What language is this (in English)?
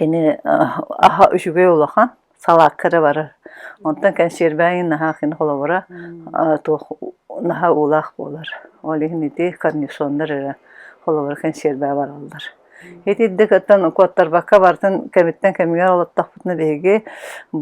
Yakut